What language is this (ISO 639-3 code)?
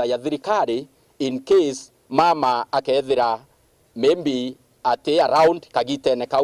mer